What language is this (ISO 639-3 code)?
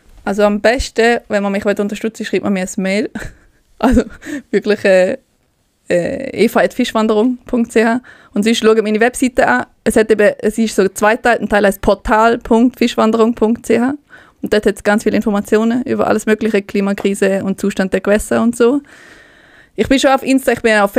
gsw